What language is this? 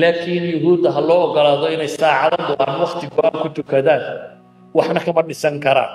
Somali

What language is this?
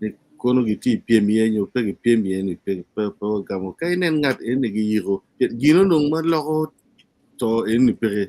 Acoli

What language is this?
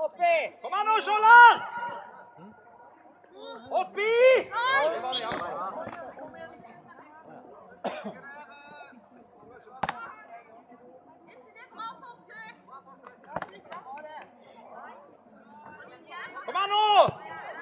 Norwegian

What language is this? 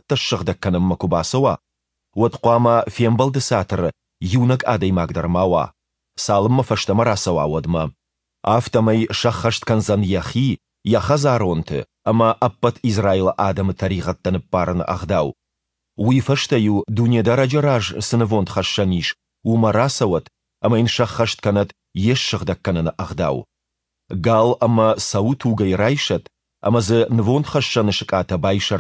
Ossetic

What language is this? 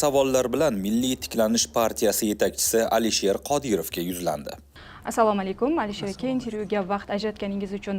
Uzbek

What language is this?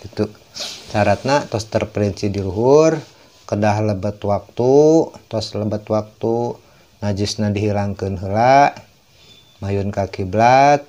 Sundanese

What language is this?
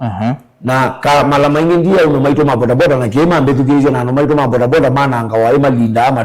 Kamba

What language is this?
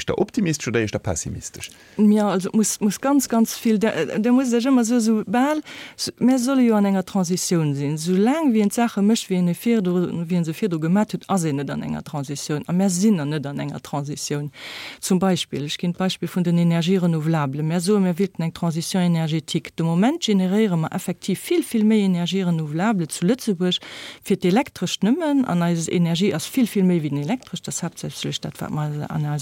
Luxembourgish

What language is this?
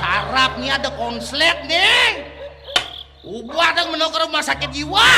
Balinese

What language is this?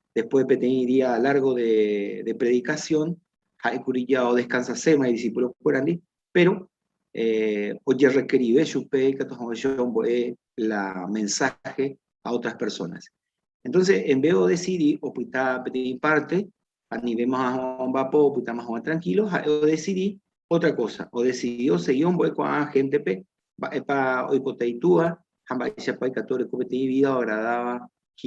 Guarani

